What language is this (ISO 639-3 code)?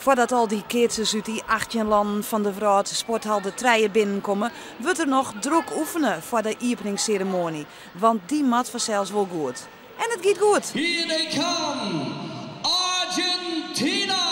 fry